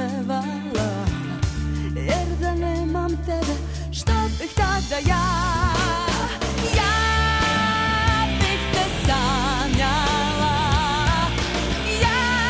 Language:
Serbian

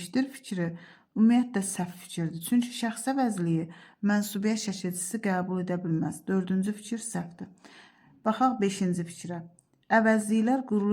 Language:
Azerbaijani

